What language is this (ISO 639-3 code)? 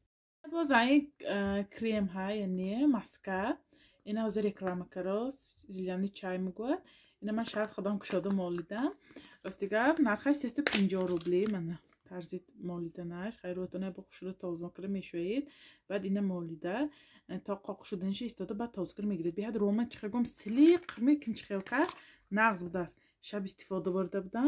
tgk